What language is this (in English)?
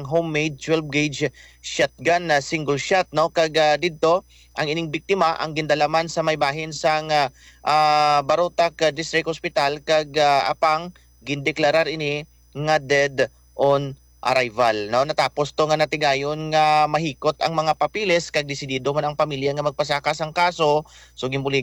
Hiligaynon